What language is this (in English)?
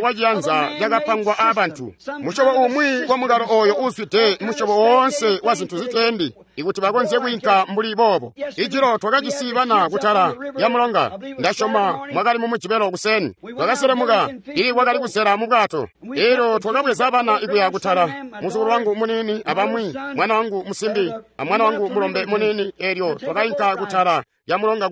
Tonga (Zambia)